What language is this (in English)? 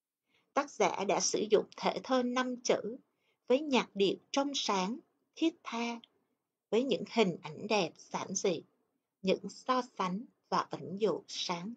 Vietnamese